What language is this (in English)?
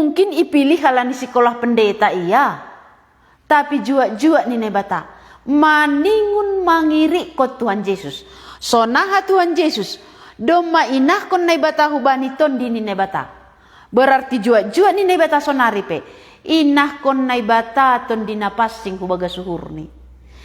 Batak Simalungun